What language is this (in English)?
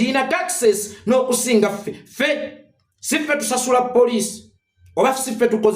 Ganda